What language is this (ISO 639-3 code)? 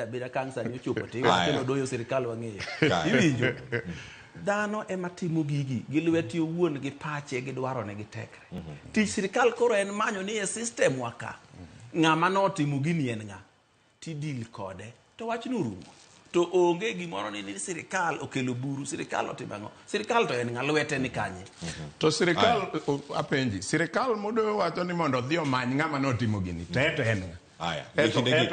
luo